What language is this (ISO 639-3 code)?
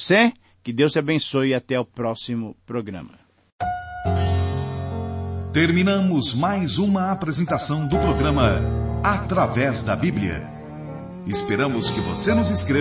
por